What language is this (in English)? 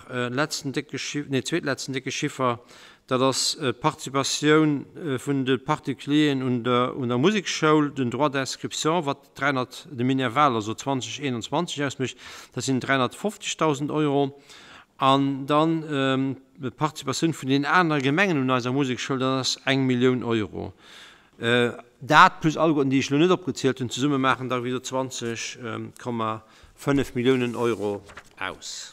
Luxembourgish